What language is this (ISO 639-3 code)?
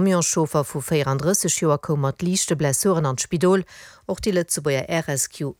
ltz